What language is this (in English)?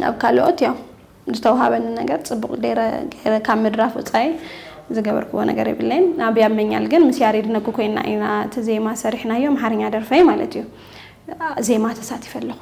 Tigrinya